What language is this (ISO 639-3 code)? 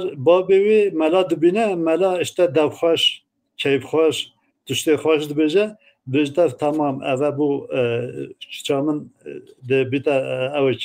kur